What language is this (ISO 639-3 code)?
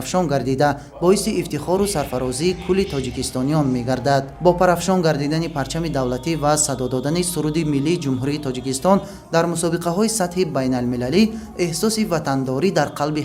tgk